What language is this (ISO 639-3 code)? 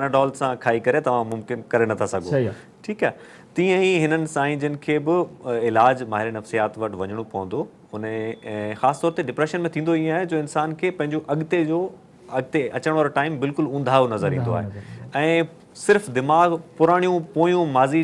snd